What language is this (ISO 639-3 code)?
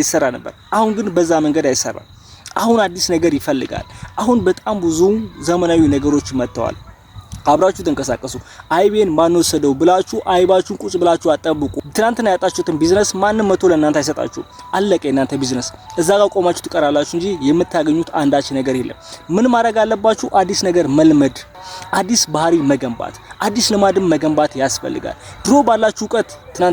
amh